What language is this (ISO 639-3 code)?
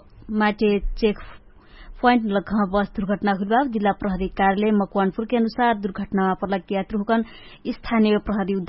thl